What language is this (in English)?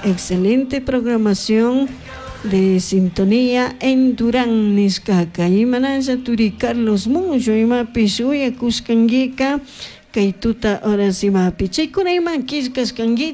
Chimborazo Highland Quichua